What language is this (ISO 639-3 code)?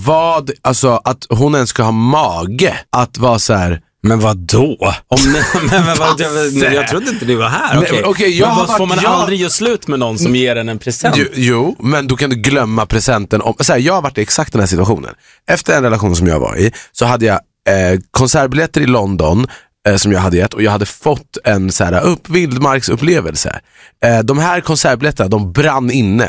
swe